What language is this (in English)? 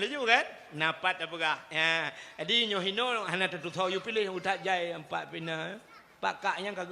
Achinese